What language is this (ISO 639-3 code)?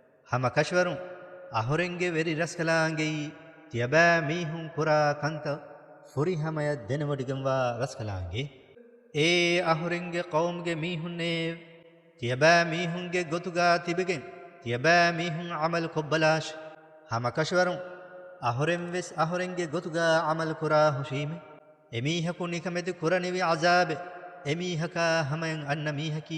div